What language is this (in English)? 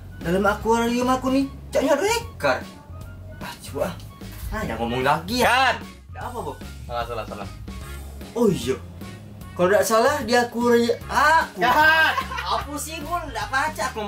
Musi